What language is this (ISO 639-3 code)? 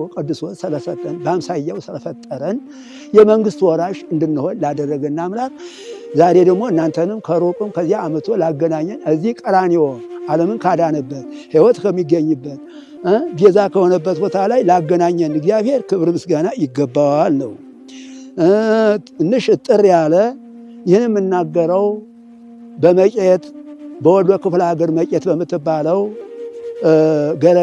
amh